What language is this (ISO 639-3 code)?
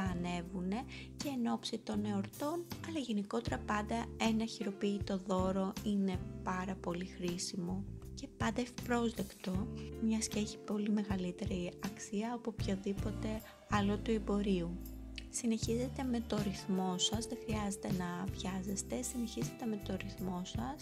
ell